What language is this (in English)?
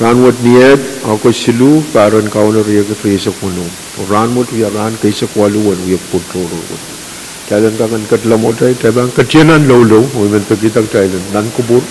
Pohnpeian